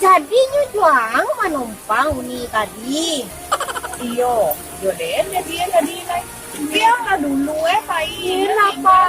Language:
Minangkabau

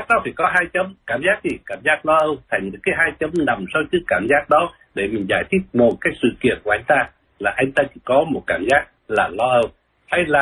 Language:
Vietnamese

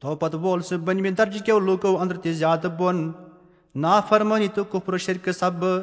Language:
Kashmiri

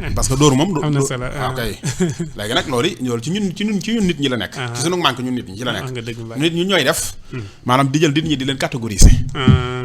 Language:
Wolof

